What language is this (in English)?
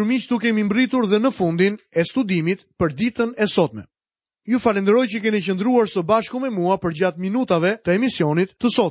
Albanian